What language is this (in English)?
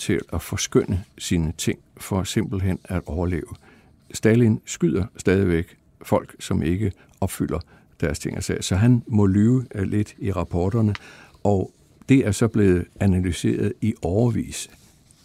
Danish